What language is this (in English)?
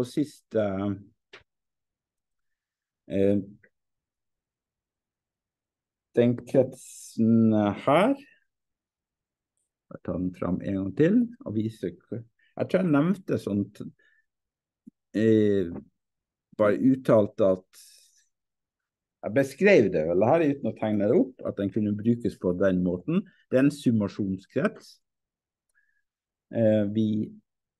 Norwegian